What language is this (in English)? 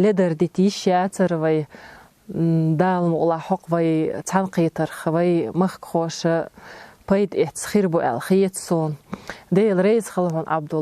Chechen